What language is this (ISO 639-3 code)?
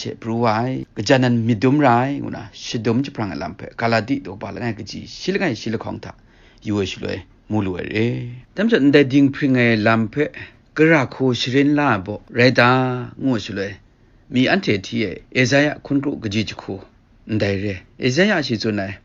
kac